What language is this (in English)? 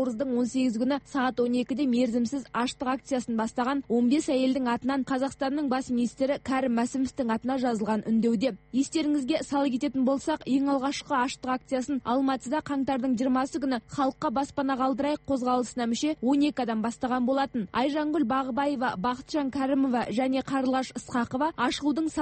Kazakh